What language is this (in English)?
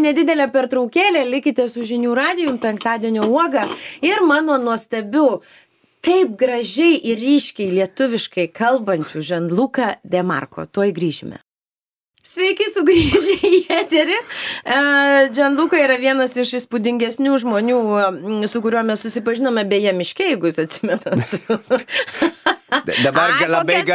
Lithuanian